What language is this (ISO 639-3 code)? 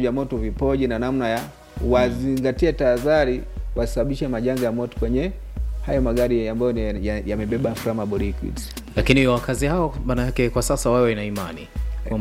swa